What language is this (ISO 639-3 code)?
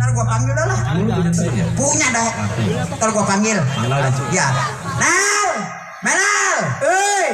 bew